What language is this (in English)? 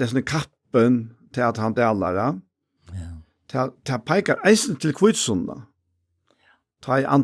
Faroese